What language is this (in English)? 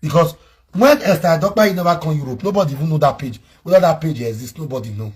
Nigerian Pidgin